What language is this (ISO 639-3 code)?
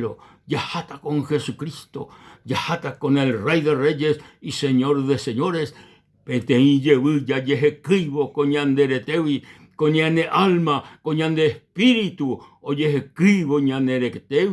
grn